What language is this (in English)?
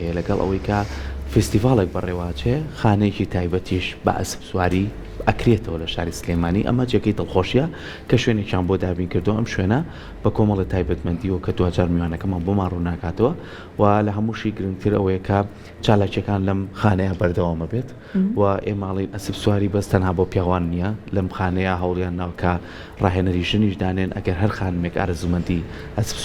Central Kurdish